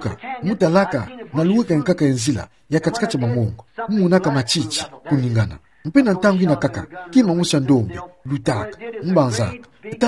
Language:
Kituba (Democratic Republic of Congo)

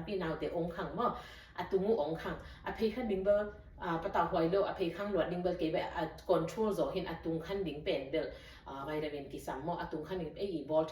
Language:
Tedim Chin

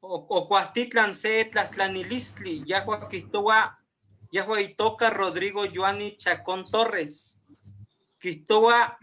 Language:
Eastern Huasteca Nahuatl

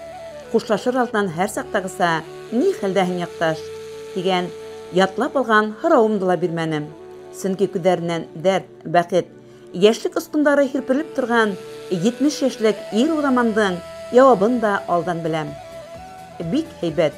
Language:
Bashkir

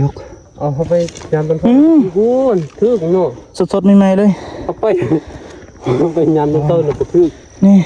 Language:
Lao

